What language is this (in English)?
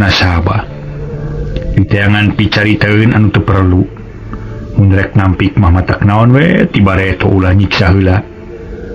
Sundanese